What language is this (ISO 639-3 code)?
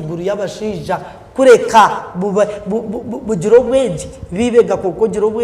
nyn